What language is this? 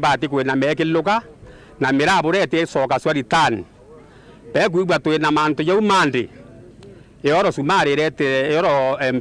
Meru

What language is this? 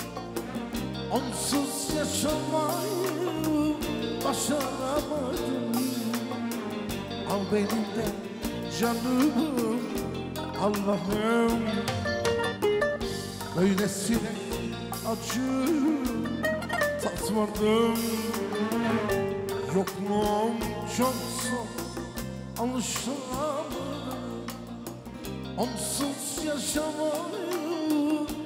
Turkish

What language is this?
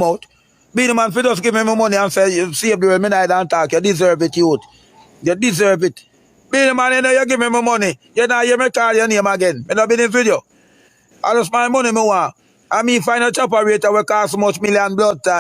Jamaican Creole English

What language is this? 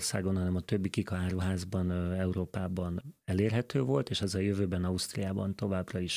Hungarian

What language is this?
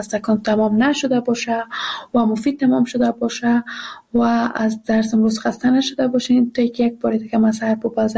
Persian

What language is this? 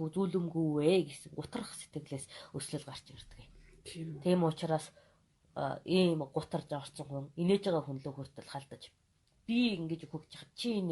Mongolian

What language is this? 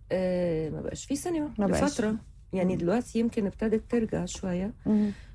Egyptian Arabic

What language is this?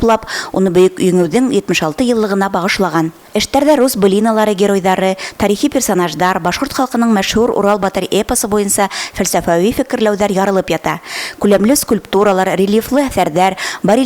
Bashkir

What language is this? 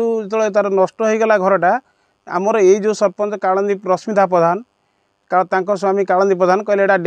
Odia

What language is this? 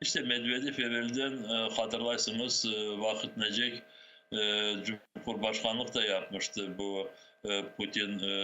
Crimean Tatar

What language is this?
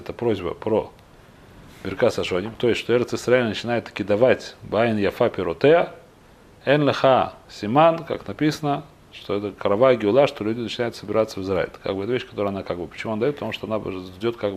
Russian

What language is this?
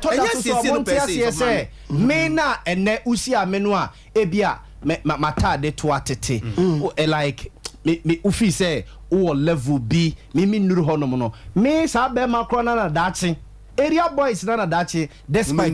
Akan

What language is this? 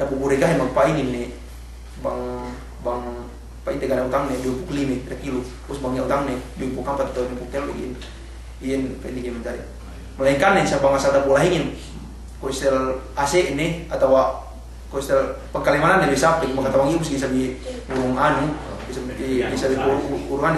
Yakan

